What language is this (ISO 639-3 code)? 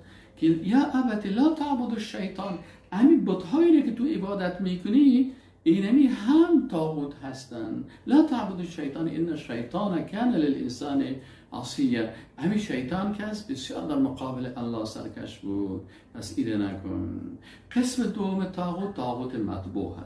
fas